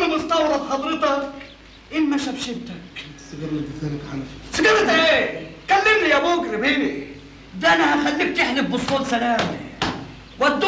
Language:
Egyptian Arabic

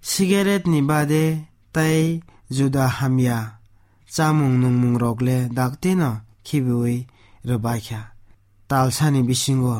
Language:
Kok Borok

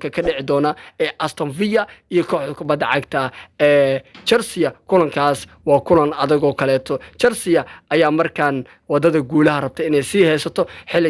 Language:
Somali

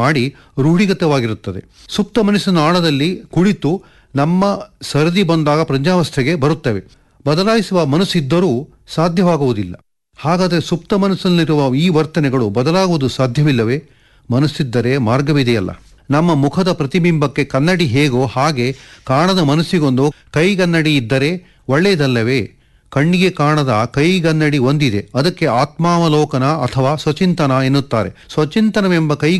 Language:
Kannada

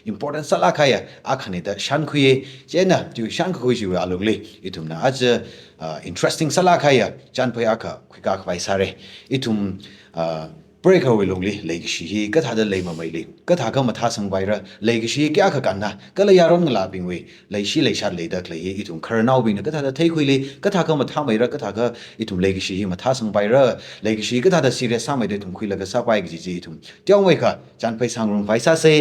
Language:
Tangkhul Naga (India)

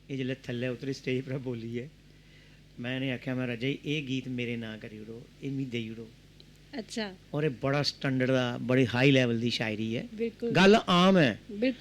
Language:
Dogri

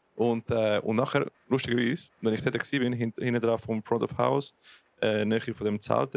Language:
Swiss German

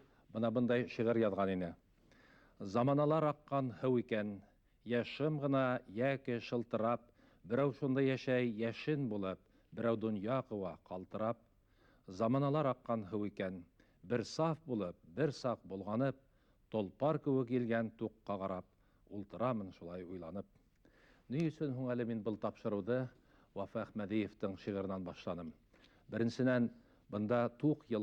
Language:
Bashkir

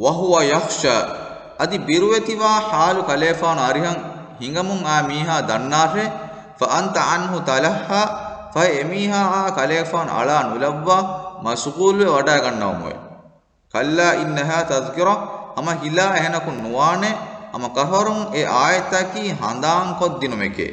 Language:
Divehi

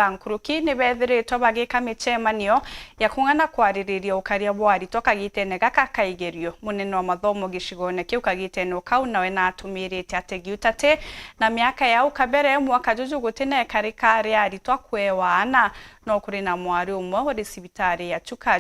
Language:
Meru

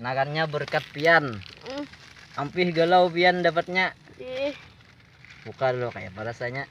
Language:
Banjar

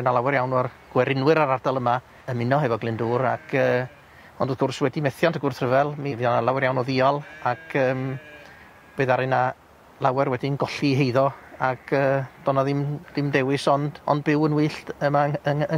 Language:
Welsh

